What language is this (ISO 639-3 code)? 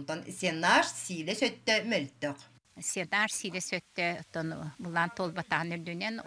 sah